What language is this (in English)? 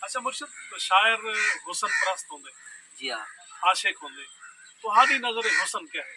Saraiki